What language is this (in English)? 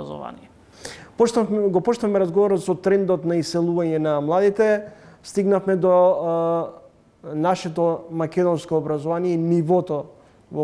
Macedonian